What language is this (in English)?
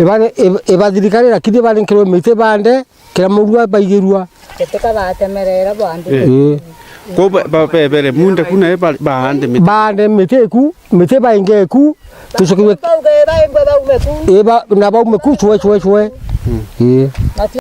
Meru